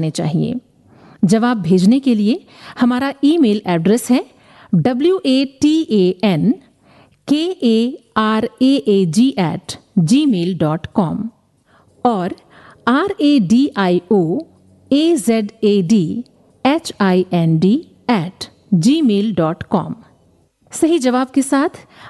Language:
Hindi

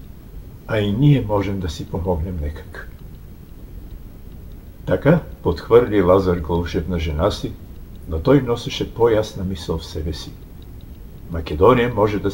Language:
Bulgarian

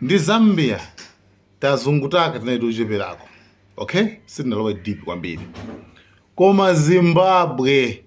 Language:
Nyanja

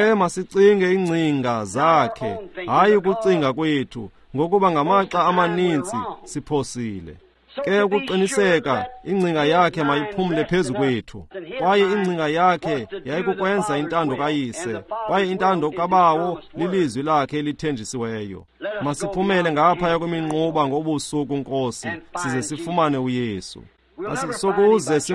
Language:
Xhosa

